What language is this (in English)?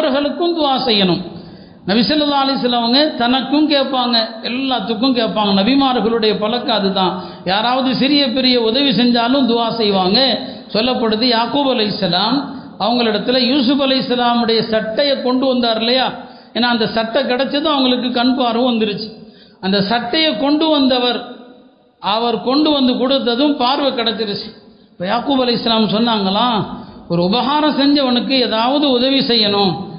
Tamil